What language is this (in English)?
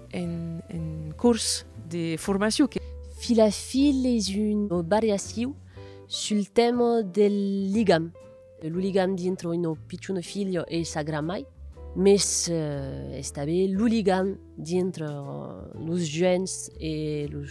Occitan